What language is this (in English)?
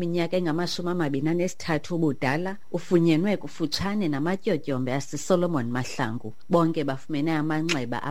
Xhosa